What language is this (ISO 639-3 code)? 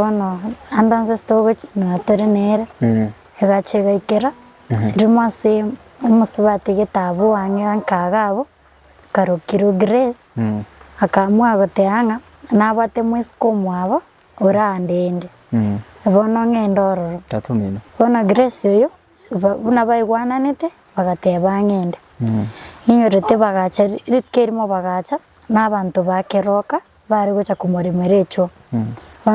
guz